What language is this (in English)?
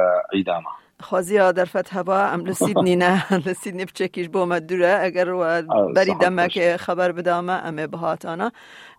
Kurdish